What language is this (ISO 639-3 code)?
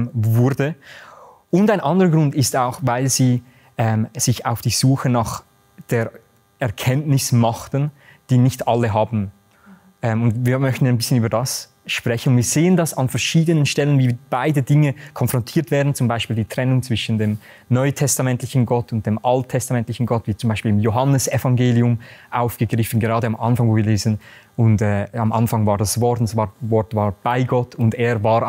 gsw